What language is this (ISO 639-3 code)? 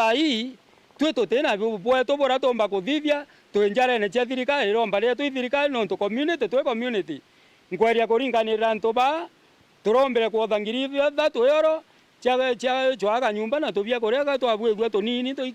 mer